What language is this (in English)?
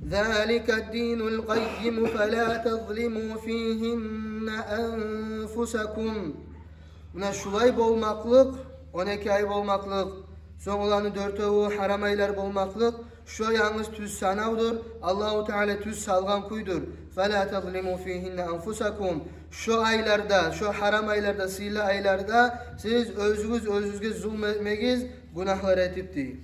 Kumyk